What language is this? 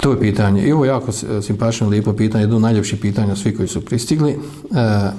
Bosnian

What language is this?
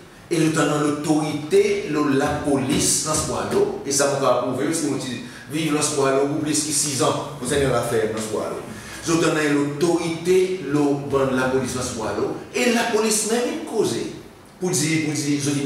Seselwa Creole French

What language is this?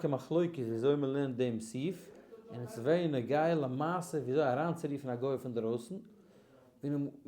Yiddish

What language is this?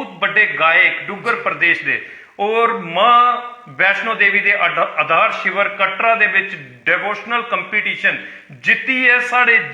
Dogri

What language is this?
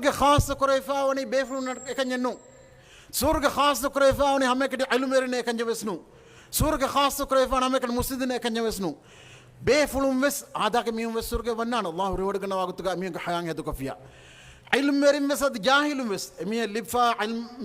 Divehi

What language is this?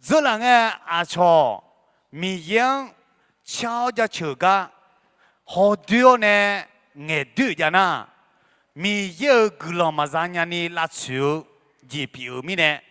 Akha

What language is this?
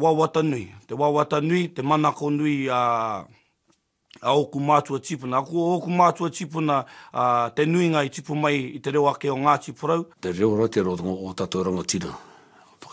Māori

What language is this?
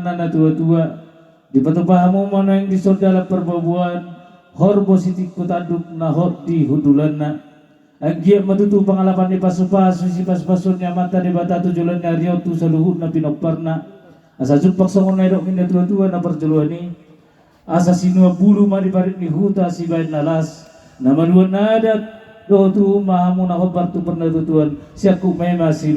Batak Toba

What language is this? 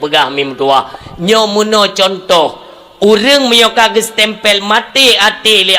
Achinese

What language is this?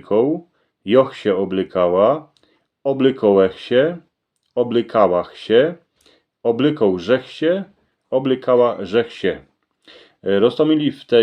Silesian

